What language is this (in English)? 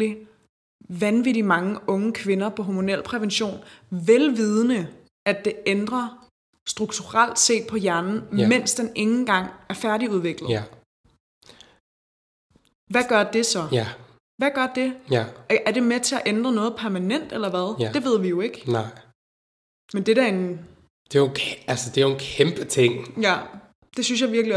Danish